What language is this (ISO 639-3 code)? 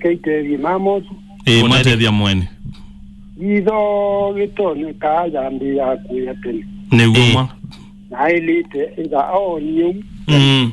kam